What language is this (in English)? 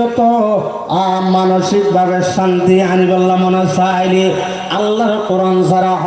Rohingya